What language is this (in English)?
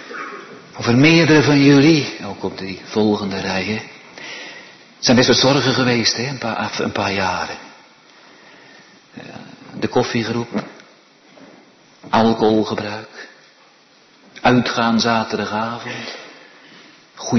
Dutch